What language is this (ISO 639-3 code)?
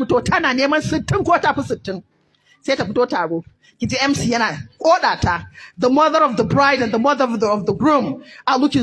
hau